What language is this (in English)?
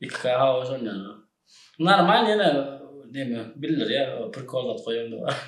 Turkmen